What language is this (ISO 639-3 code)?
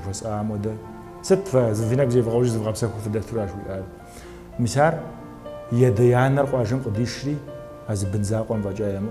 kbd